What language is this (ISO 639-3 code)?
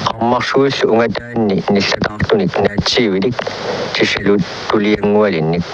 kal